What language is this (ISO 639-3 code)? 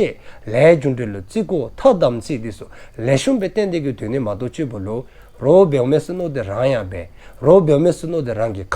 dzo